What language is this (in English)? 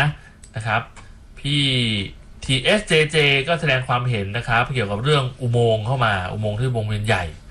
Thai